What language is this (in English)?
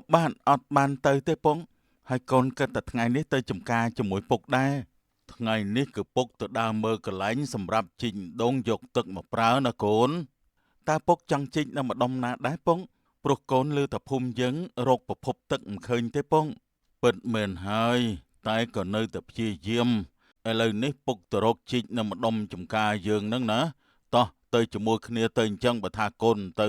Khmer